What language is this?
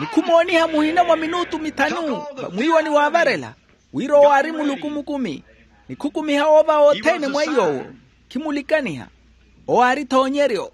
Makhuwa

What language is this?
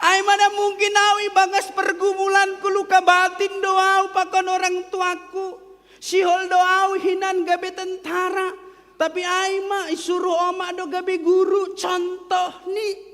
Batak Simalungun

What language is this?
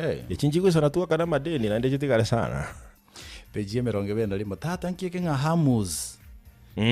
Gusii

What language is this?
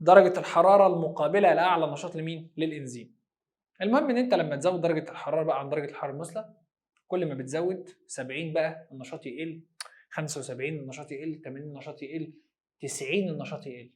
Egyptian Arabic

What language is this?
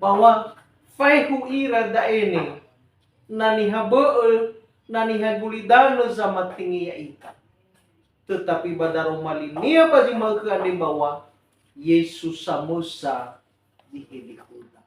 Nias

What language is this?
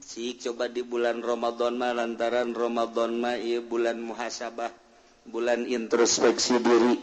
Sundanese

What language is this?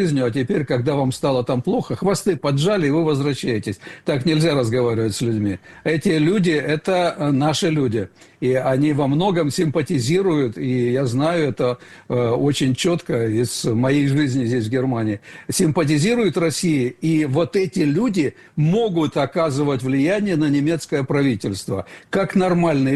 Russian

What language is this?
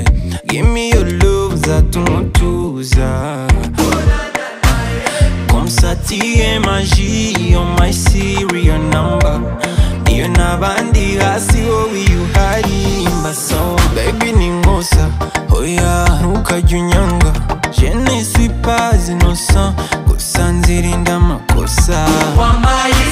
Kinyarwanda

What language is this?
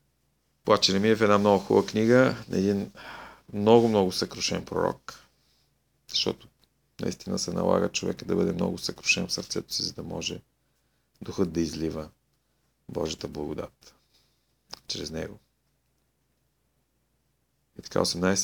Bulgarian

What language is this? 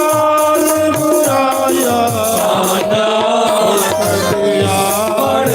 Dogri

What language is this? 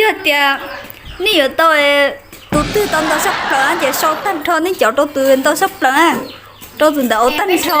Hmong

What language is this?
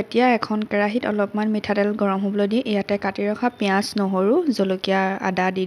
Assamese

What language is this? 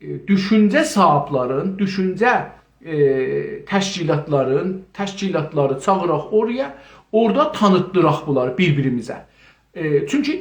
South Azerbaijani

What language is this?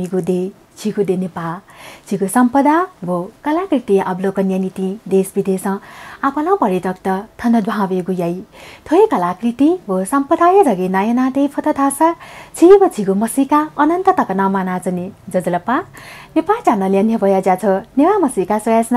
Newari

